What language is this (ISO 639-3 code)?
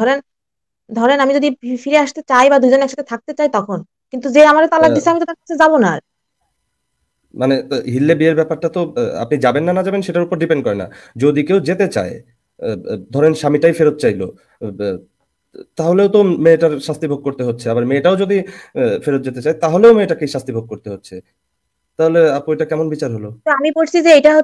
ben